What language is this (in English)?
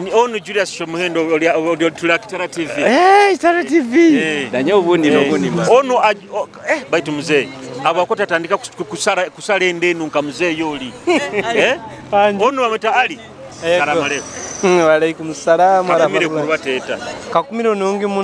Nyoro